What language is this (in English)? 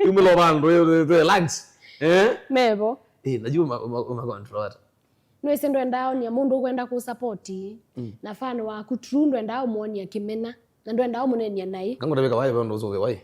Kamba